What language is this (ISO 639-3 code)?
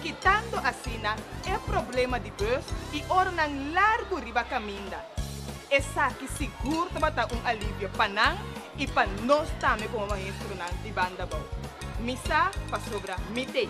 pap